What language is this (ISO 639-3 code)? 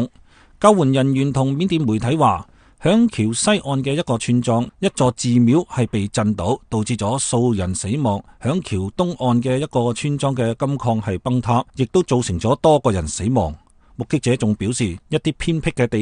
yue